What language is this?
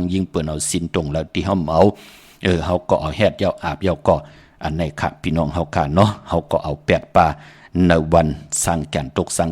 Shan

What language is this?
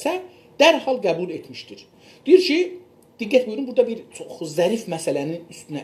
South Azerbaijani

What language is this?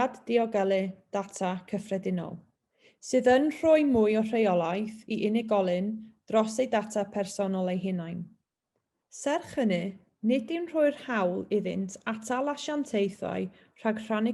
Welsh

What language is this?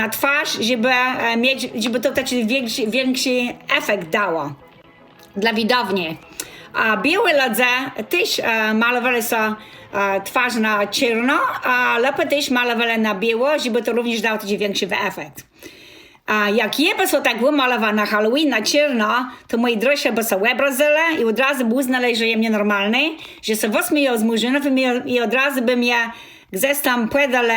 Kashubian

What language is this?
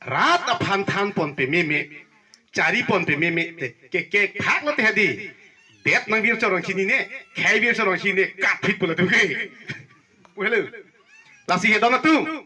Karbi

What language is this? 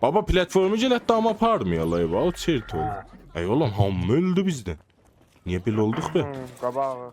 South Azerbaijani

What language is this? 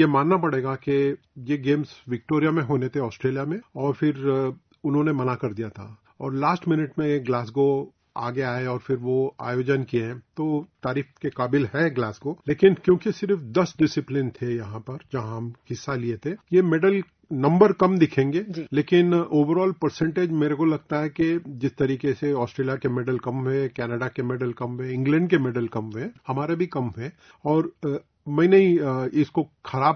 Hindi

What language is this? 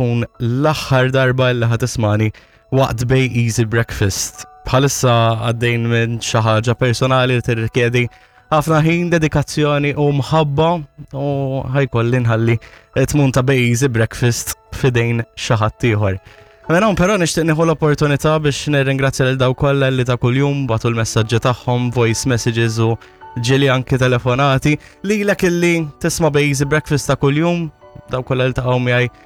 Maltese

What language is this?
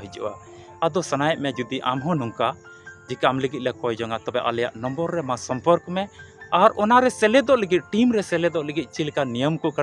Santali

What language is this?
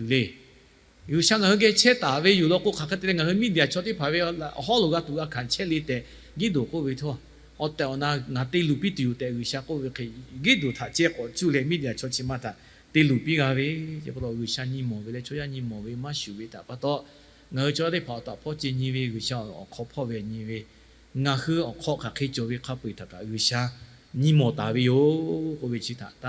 Lahu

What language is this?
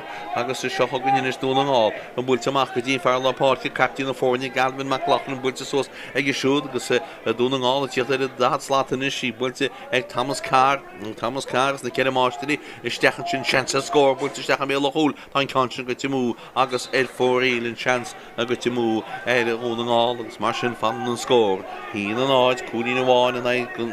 Irish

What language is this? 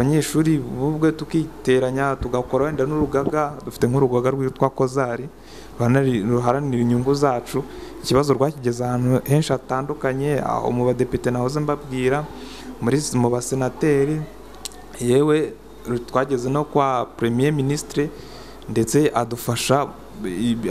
Kinyarwanda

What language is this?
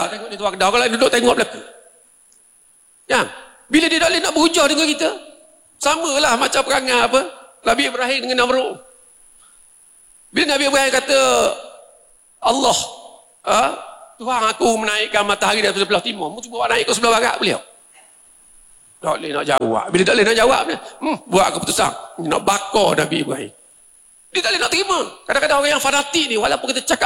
Malay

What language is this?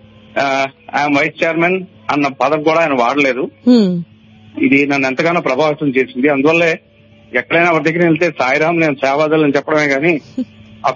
Telugu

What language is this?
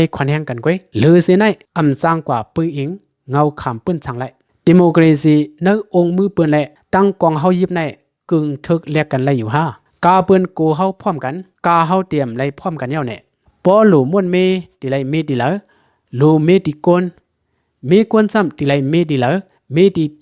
Shan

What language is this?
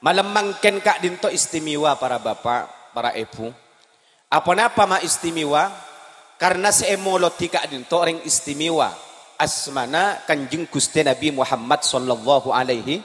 Madurese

